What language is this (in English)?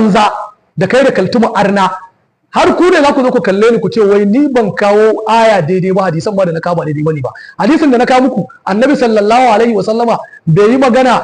Hausa